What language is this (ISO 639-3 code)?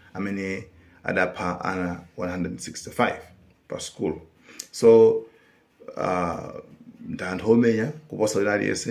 nya